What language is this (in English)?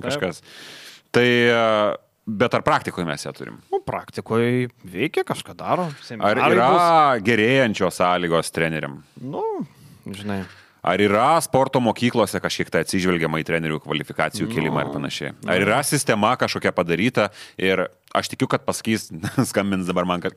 Lithuanian